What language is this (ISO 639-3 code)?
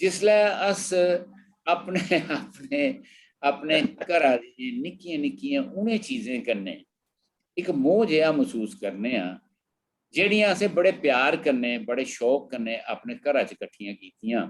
doi